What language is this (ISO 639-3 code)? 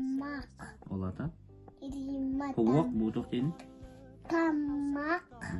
sah